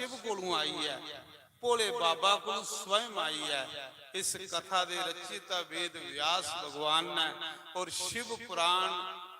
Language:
Dogri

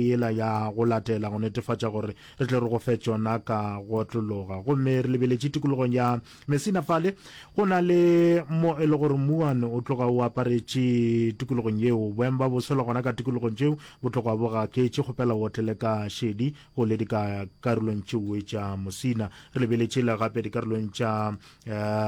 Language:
Northern Sotho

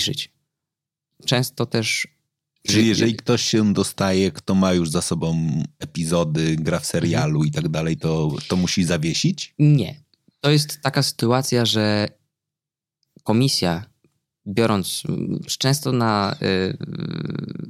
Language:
Polish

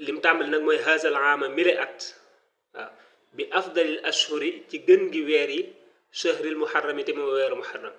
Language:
Wolof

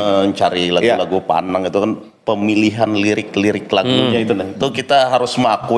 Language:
Banjar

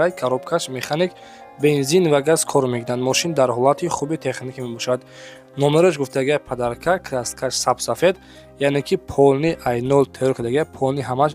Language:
Tajik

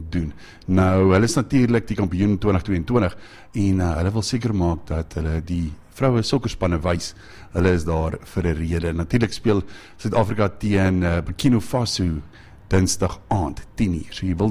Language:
Afrikaans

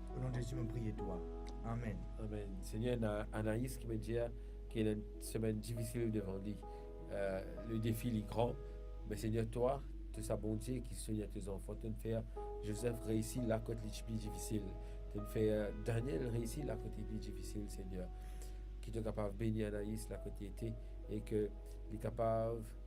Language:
Morisyen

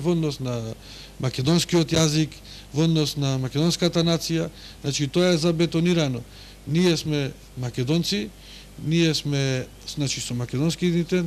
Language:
Macedonian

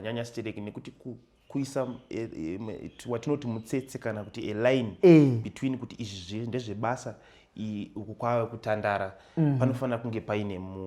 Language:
Shona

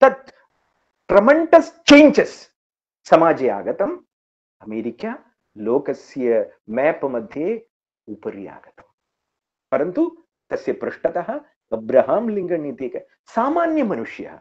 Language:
Sanskrit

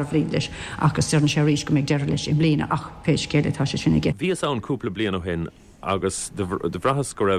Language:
Irish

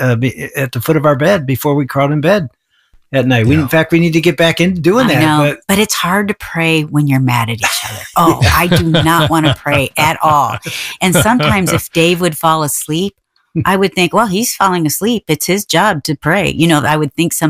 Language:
English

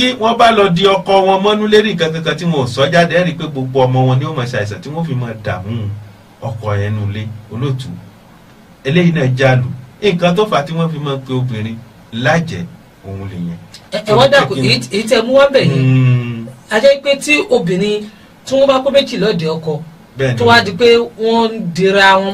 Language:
Yoruba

